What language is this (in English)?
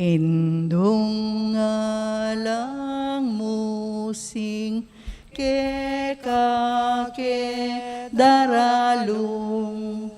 Pampanga